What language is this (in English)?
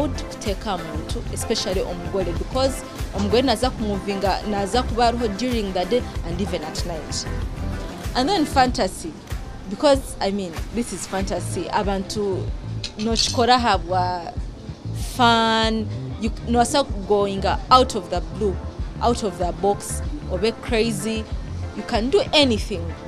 Nyankole